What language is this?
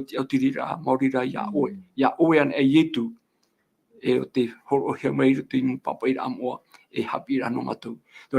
Tahitian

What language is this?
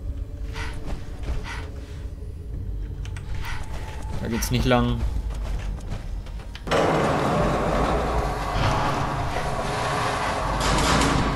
German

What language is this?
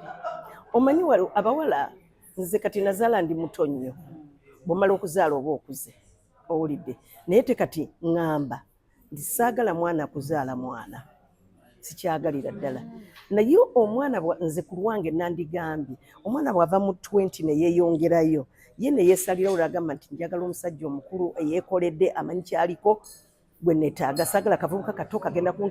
Ganda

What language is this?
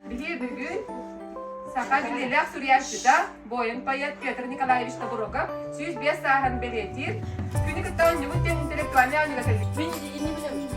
Yakut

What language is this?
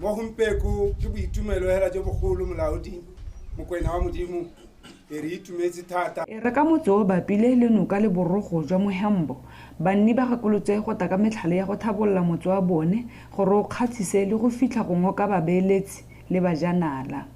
Tswana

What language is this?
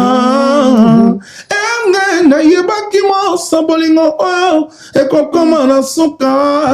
Lingala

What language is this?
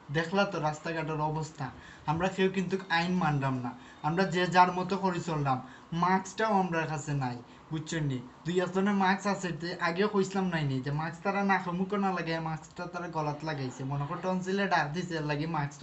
Sylheti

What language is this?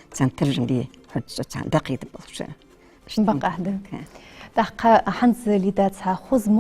Ingush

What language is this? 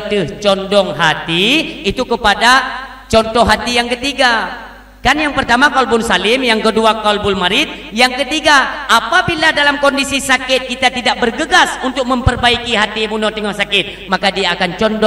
Achinese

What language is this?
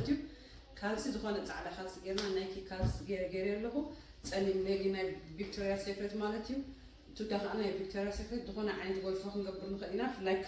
Tigrinya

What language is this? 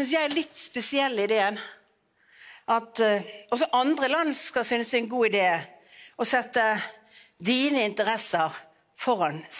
Norwegian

